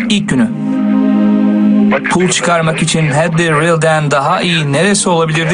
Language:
Turkish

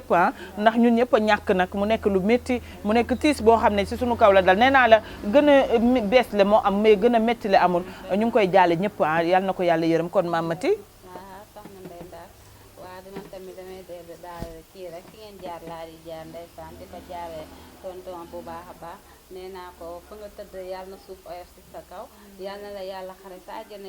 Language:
Wolof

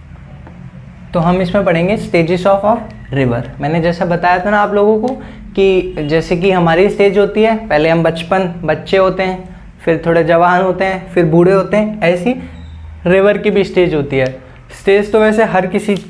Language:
Hindi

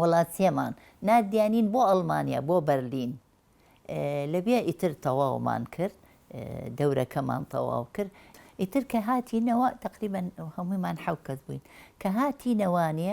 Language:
Central Kurdish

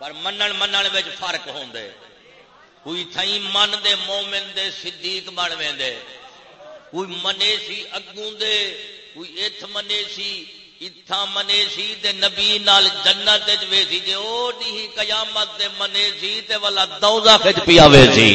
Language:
Saraiki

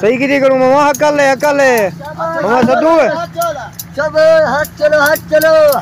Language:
Saraiki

